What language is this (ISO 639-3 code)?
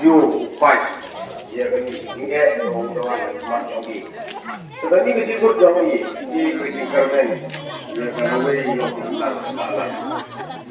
kha